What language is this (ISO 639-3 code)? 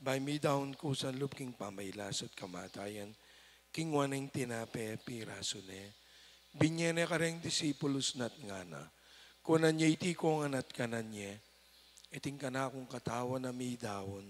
pam